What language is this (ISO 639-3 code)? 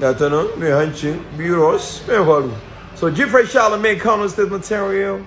hau